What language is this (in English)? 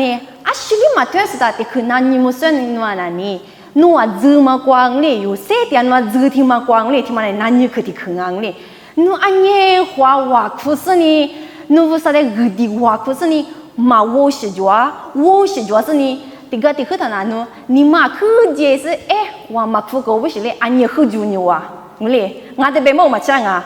Lisu